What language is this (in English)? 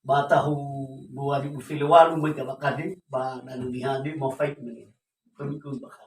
Nias